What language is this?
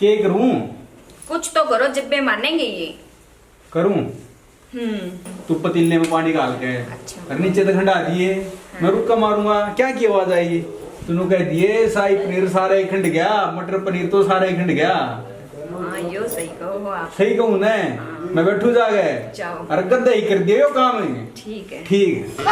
Haryanvi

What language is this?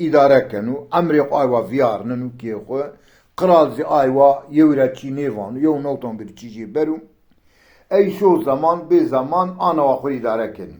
Zaza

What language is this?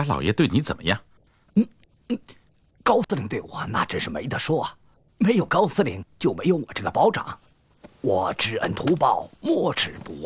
Chinese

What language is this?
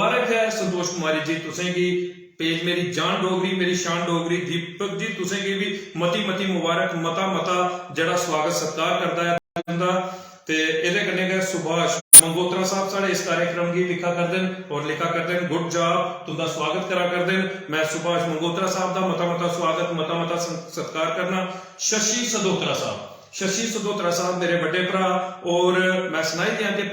Dogri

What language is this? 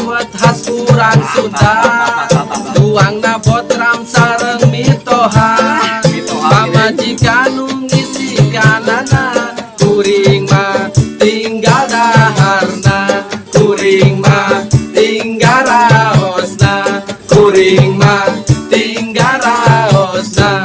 Sundanese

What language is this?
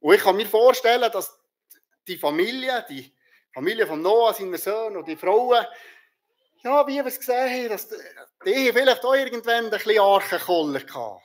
Swiss German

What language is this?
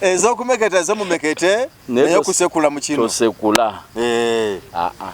Ganda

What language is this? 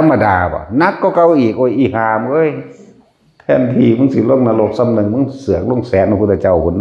Northeastern Thai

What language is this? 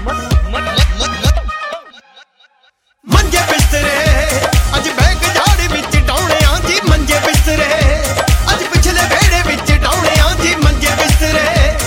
Punjabi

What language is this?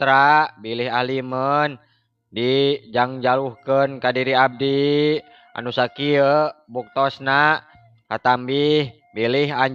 Sundanese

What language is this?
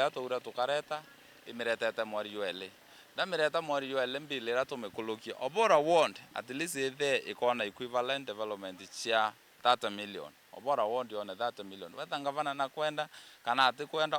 Meru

